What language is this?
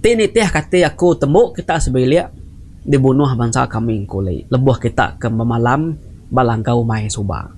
Iban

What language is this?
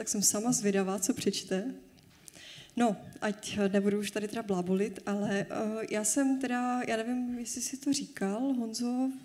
Czech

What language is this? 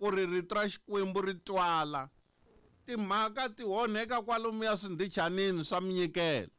Tsonga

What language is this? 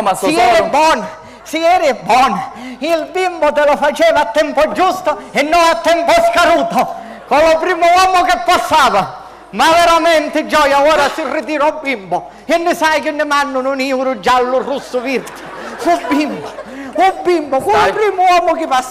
Sicilian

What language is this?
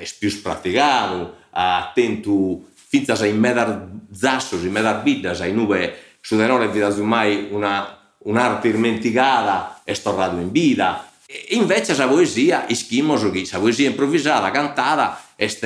Sardinian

